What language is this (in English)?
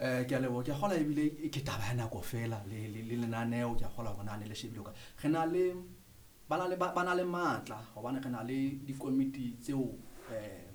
Southern Sotho